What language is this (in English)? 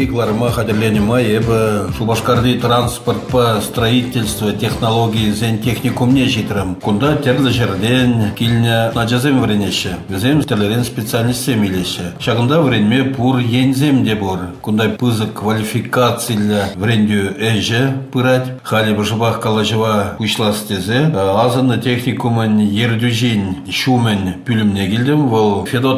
Chuvash